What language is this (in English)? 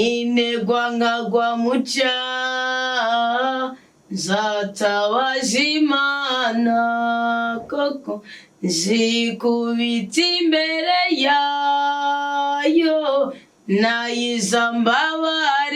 Rundi